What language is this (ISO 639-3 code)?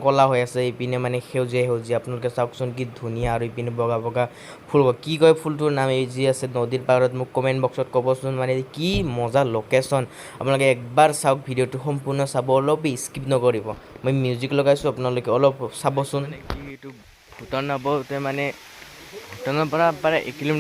asm